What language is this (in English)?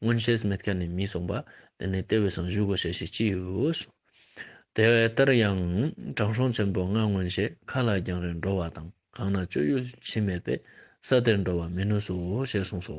Ladakhi